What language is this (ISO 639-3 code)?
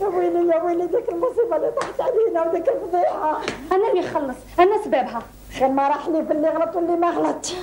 arq